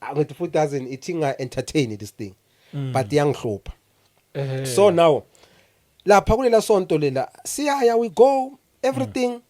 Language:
Zulu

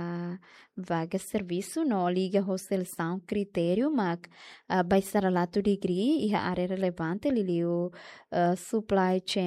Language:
Tetum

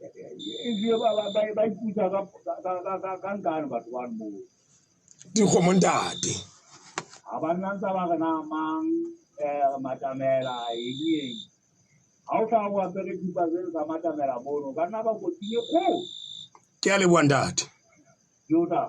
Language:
Southern Sotho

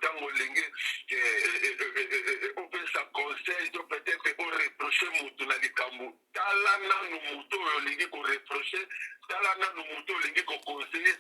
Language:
Lingala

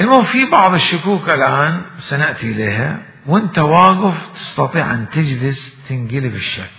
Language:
Mesopotamian Arabic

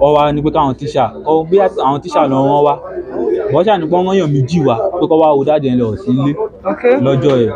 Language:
Yoruba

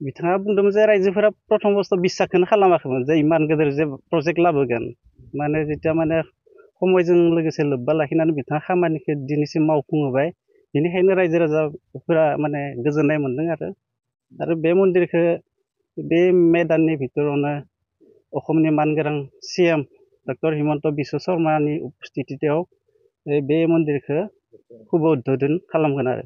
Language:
Bodo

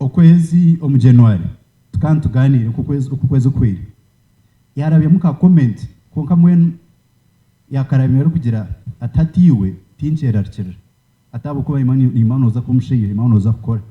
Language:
Nyankole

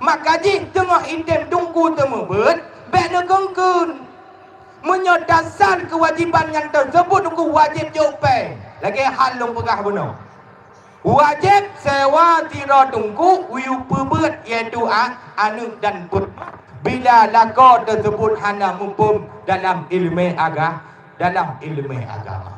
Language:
Achinese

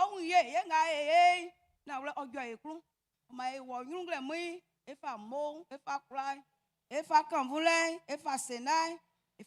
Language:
Baoulé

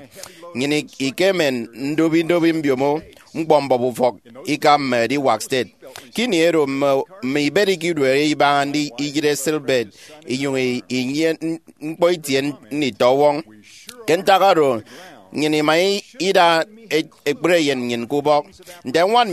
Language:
Efik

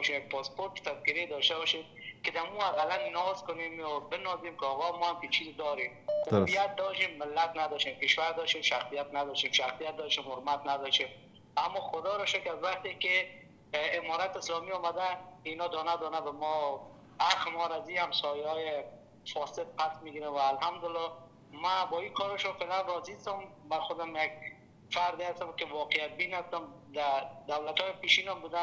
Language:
Persian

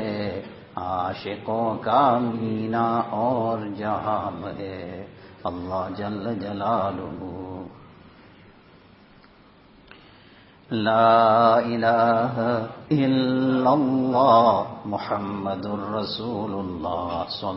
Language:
Urdu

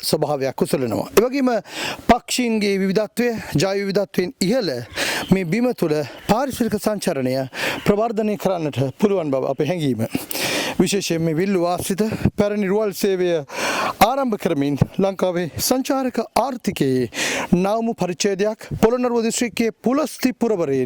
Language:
Sinhala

